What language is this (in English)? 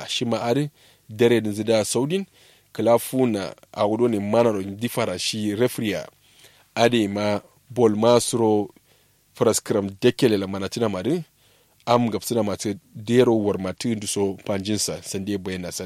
Kanuri